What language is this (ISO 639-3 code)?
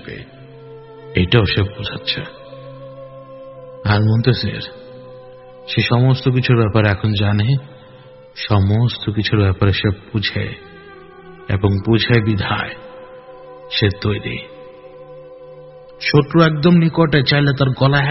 ben